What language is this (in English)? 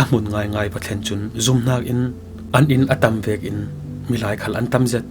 Falam Chin